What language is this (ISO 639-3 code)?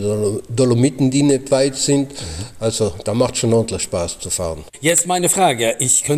ltz